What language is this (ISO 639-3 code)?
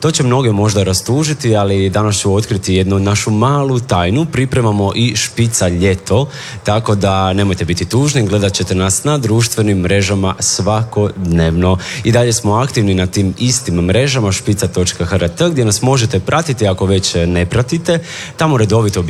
hrv